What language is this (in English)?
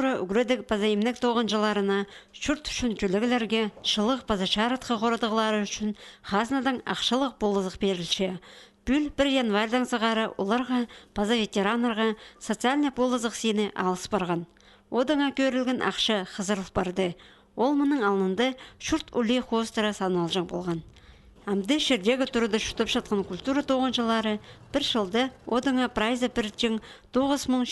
Khakas